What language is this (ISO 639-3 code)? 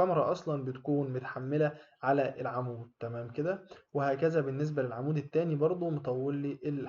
arz